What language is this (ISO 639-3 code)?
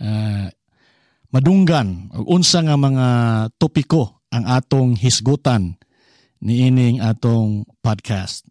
ceb